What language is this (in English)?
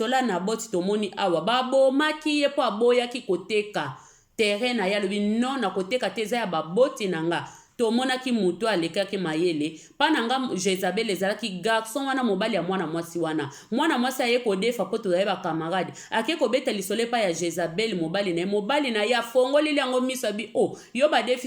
Lingala